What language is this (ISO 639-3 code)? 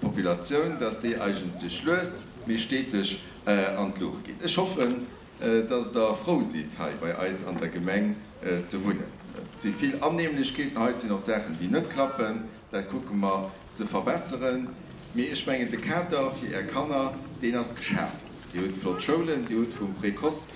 ltz